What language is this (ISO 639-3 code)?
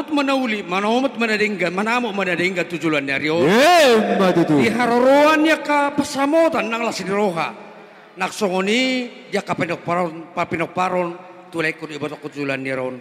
bbc